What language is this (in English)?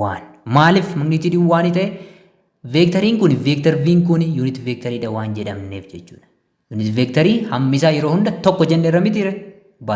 Oromo